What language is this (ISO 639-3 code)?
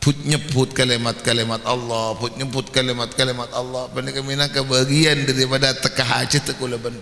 mad